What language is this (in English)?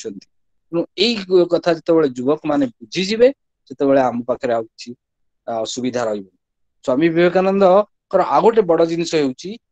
Odia